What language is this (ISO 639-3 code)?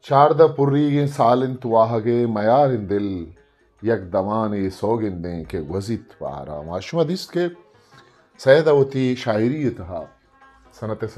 bgp